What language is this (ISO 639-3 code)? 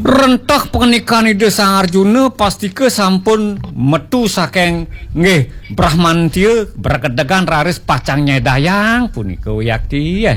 ban